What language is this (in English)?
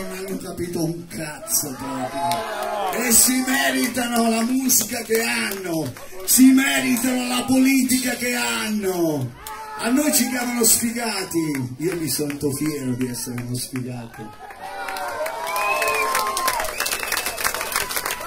Italian